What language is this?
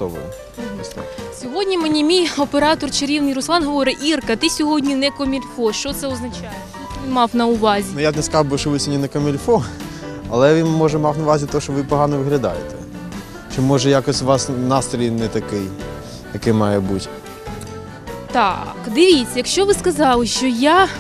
Ukrainian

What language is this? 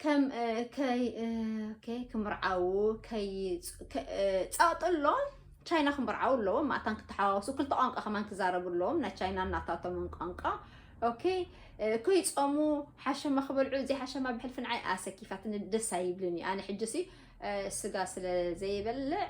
Tigrinya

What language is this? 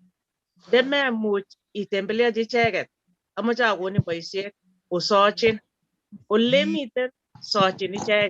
Kalenjin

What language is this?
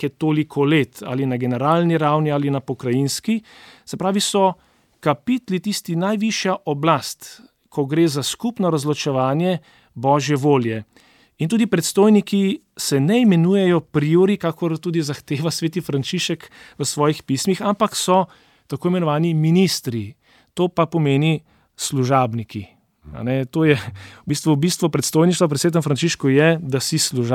Slovenian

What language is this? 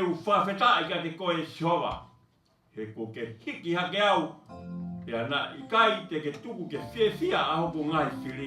Tongan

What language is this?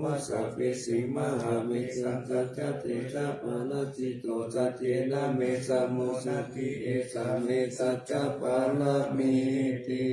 Pali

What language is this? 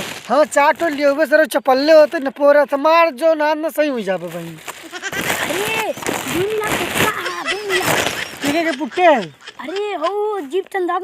Awadhi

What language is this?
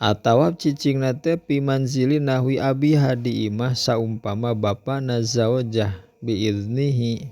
Sundanese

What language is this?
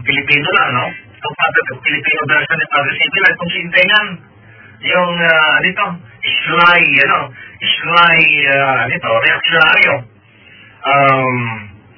Filipino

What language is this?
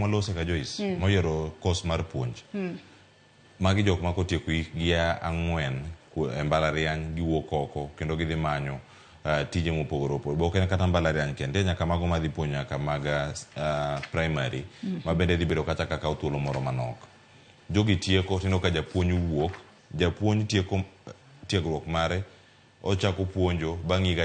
Luo (Kenya and Tanzania)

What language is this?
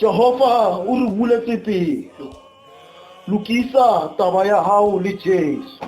Southern Sotho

